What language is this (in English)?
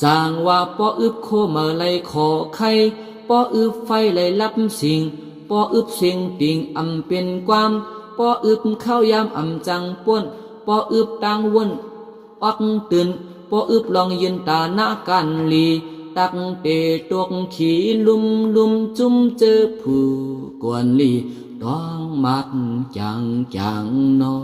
Shan